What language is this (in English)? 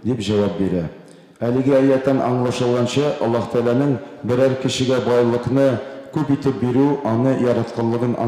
Tatar